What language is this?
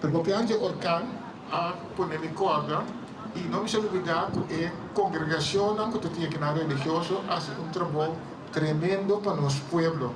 Papiamento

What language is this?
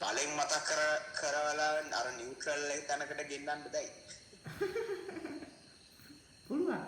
Sinhala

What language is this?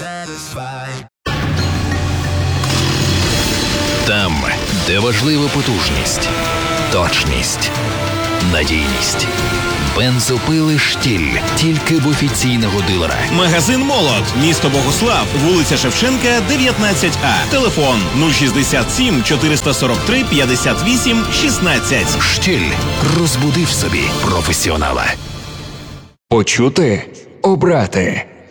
Ukrainian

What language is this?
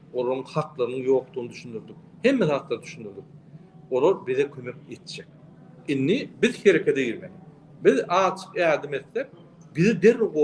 Turkmen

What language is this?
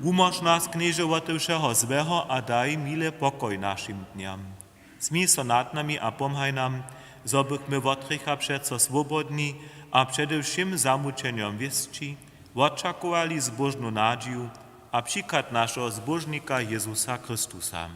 Upper Sorbian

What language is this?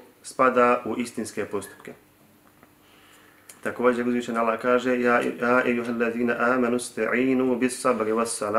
Bosnian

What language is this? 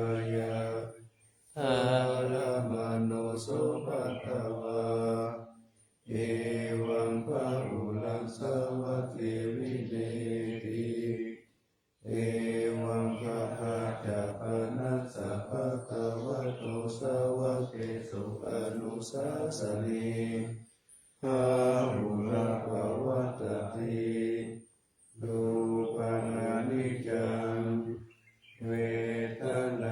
Pali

